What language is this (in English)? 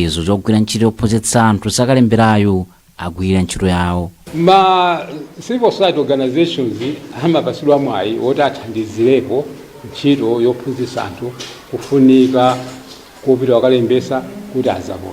Nyanja